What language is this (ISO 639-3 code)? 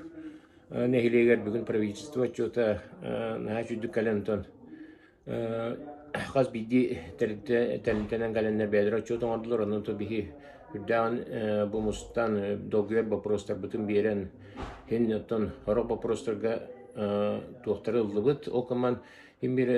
sah